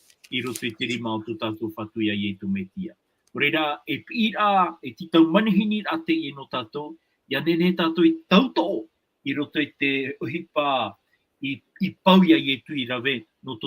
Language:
Tahitian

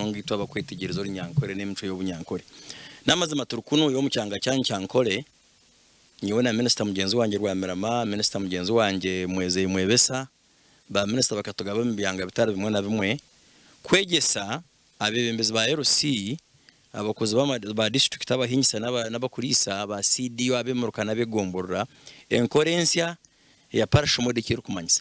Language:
Nyankole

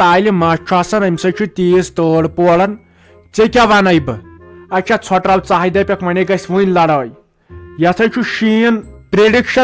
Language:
Kashmiri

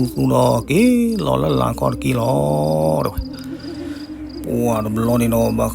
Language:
S'gaw Karen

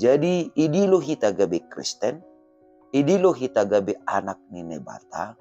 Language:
Batak Simalungun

